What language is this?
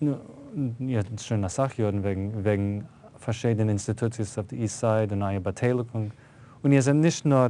Yiddish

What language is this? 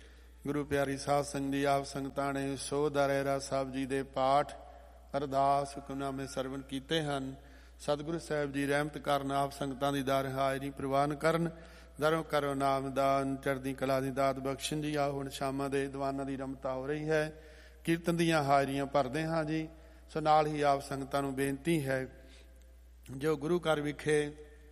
Punjabi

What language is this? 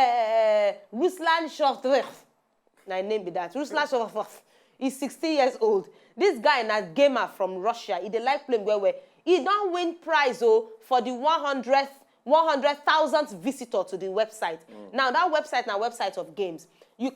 Nigerian Pidgin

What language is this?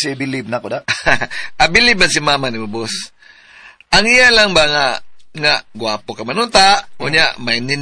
Cebuano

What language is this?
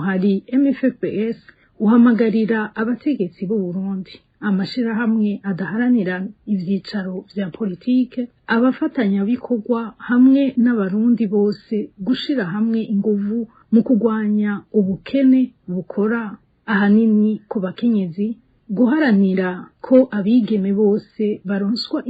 Rundi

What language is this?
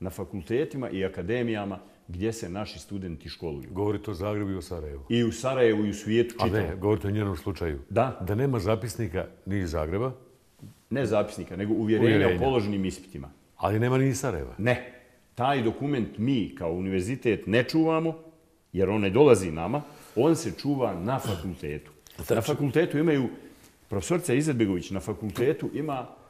Bosnian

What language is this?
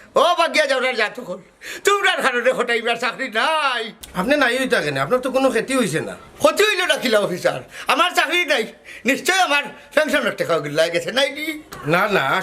Sylheti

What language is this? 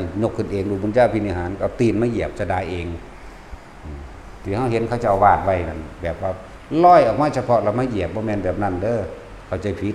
Northeastern Thai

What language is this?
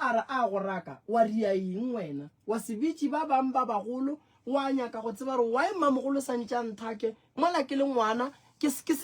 Northern Sotho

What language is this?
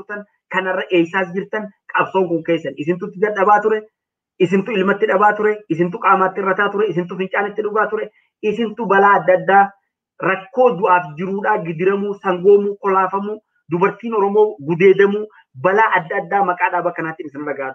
Oromo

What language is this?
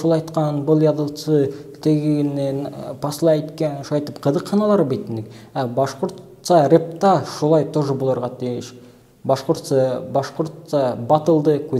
Bashkir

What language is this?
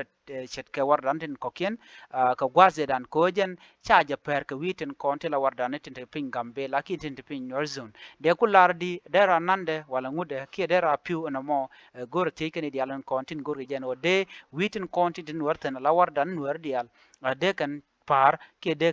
Nuer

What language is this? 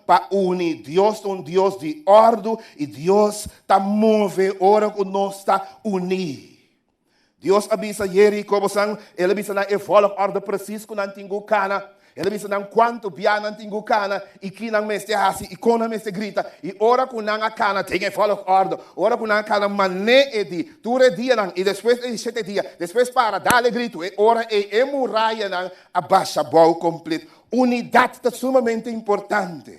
Papiamento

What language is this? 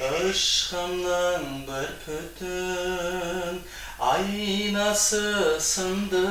Kara-Kalpak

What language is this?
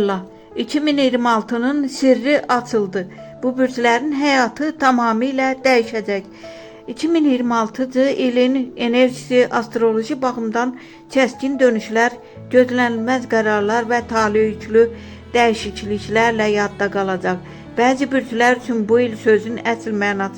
Azerbaijani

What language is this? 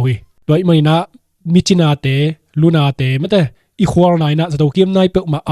Tedim Chin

